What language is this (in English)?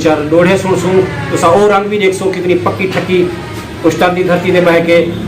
Saraiki